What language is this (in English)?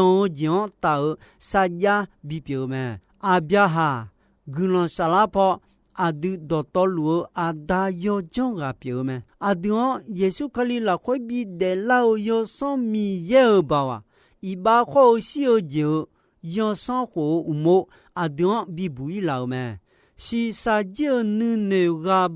Akha